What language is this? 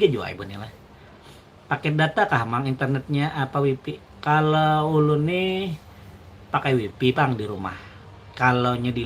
Banjar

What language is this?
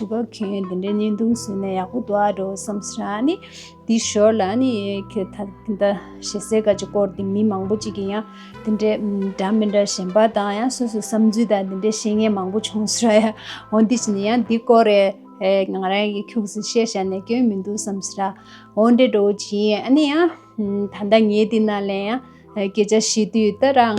Tibetan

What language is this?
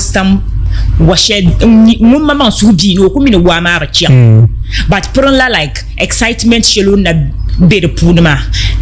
Dagbani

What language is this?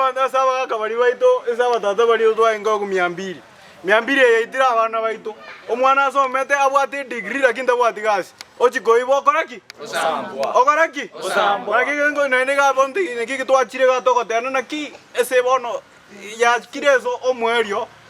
Gusii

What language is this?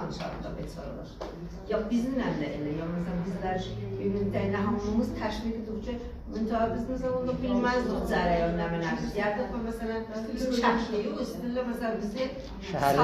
South Azerbaijani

